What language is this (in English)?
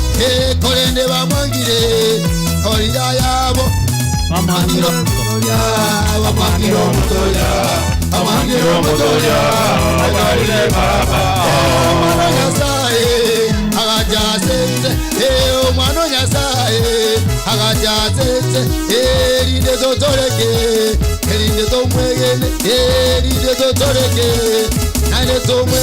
Gusii